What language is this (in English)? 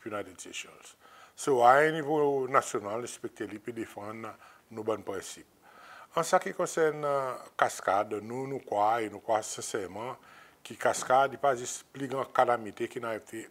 Seselwa Creole French